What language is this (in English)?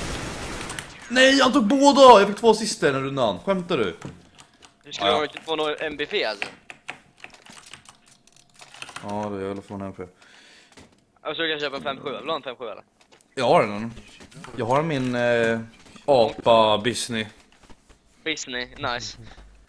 Swedish